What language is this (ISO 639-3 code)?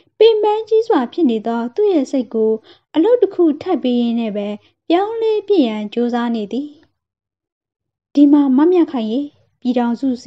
mya